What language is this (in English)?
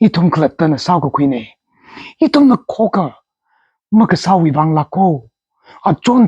Tangkhul Naga (India)